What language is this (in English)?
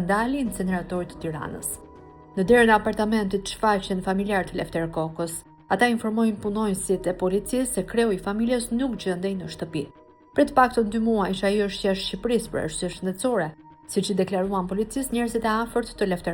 Albanian